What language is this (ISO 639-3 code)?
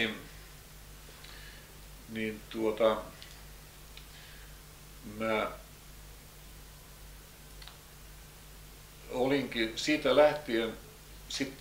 fin